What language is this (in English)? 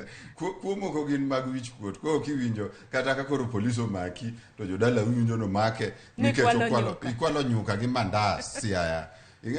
Luo (Kenya and Tanzania)